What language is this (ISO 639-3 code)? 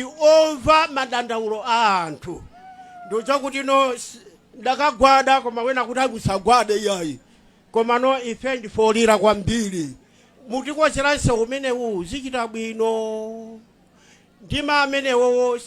nya